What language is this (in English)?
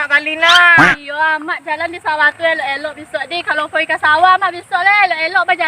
Minangkabau